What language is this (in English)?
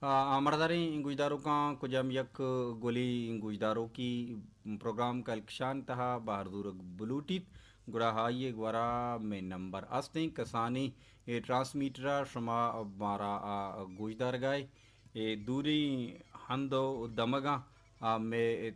Baluchi